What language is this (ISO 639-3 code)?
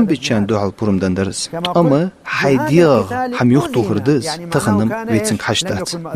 inh